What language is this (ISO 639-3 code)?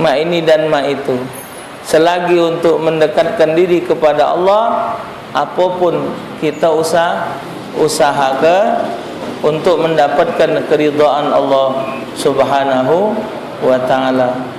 mui